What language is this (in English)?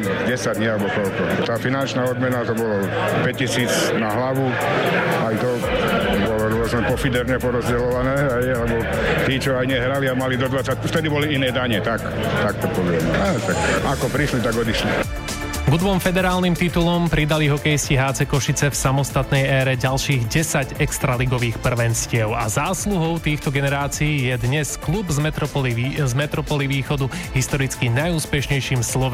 Slovak